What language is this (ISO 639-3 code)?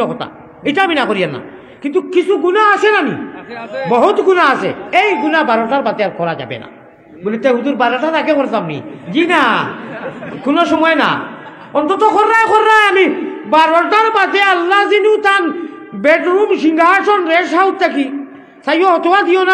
syl